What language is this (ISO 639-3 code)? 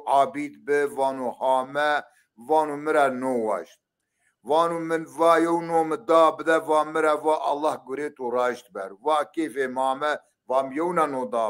zza